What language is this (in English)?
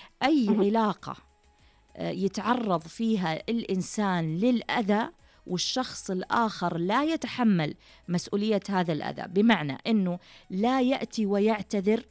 Najdi Arabic